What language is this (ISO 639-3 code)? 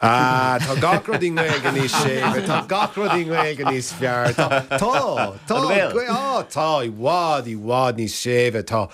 gle